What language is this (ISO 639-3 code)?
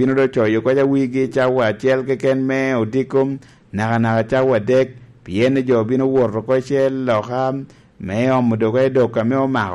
laj